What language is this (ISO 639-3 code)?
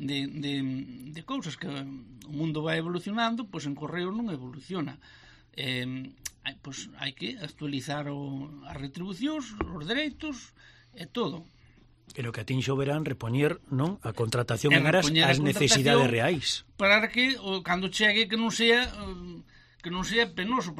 glg